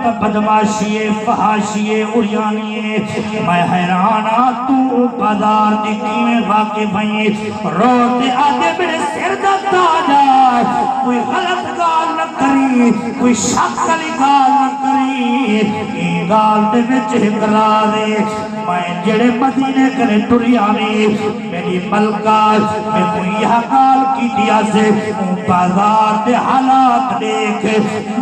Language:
Saraiki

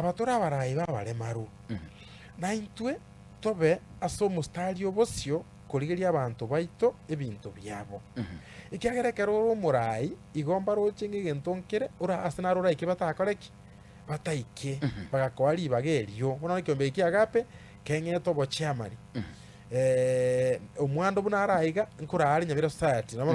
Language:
Gusii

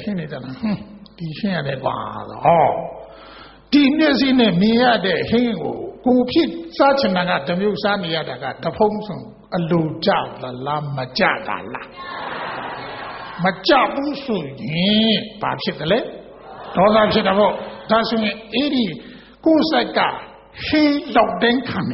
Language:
Burmese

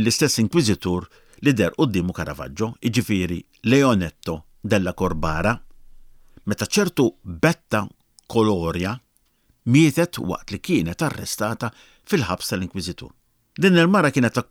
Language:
Maltese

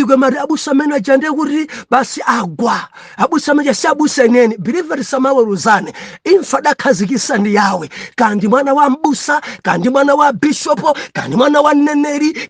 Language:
Nyanja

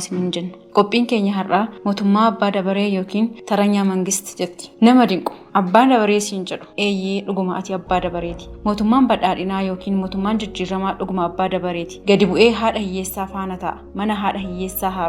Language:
Oromo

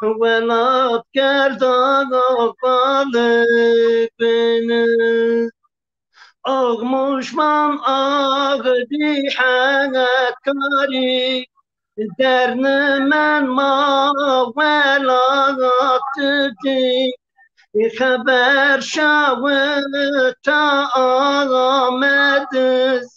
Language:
Zaza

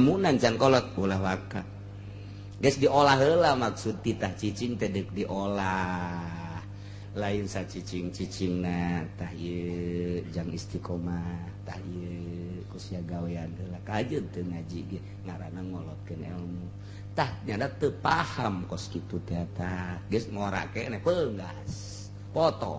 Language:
Sundanese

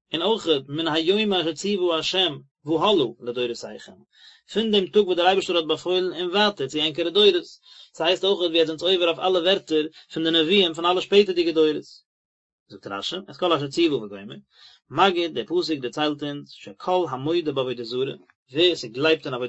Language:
Yiddish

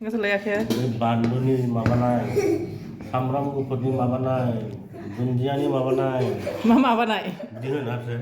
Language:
Bodo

